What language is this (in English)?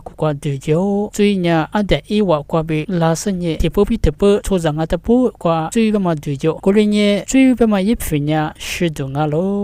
Lisu